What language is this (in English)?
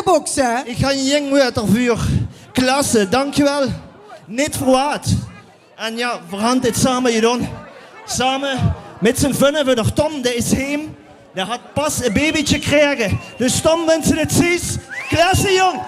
Limburgish